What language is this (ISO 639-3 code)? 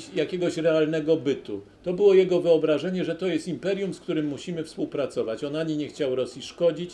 pol